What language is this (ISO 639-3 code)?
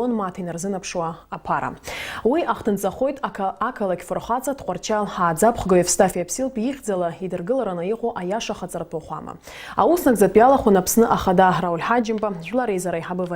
abk